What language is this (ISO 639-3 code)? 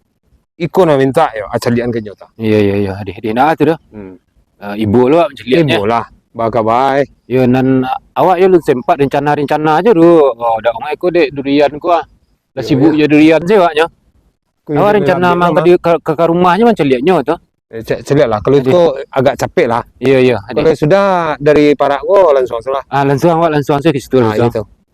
min